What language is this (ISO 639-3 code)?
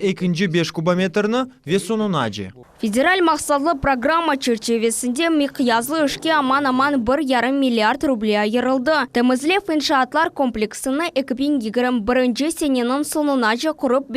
crh